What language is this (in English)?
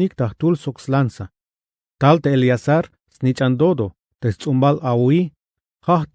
Tzeltal